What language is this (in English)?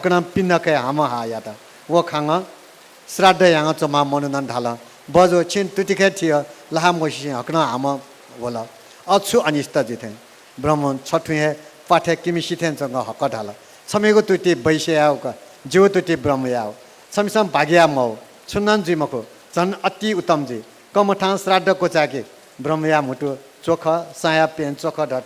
Newari